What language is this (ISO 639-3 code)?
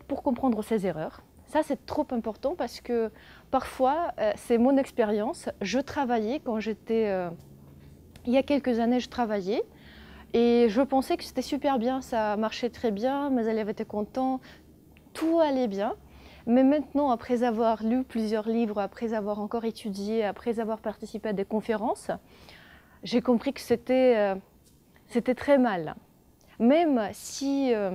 fra